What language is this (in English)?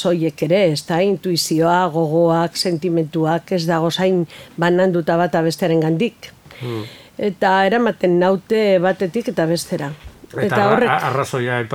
Basque